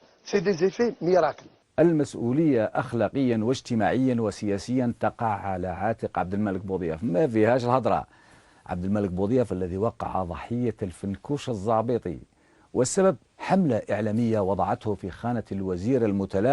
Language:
Algerian Arabic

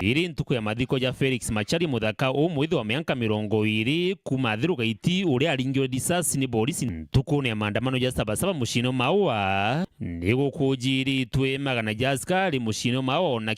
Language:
Meru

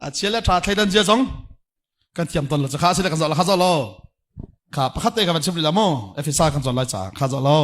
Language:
Hakha Chin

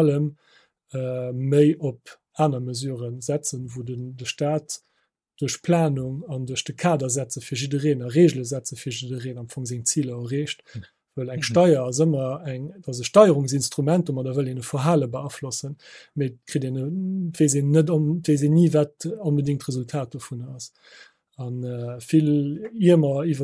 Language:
Luxembourgish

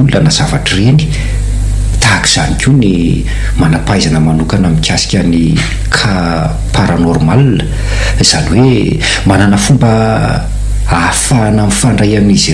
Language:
Malagasy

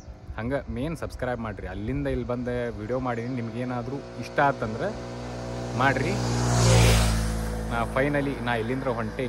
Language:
Kannada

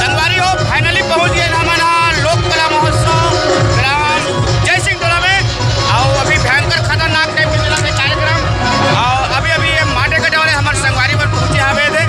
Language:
Chhattisgarhi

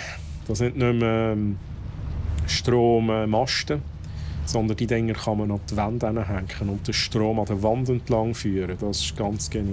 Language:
Swiss German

